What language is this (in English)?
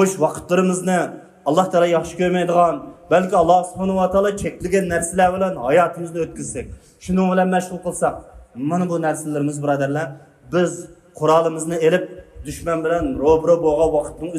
Uyghur